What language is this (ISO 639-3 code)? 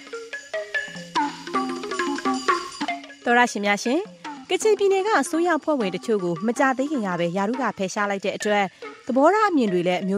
mya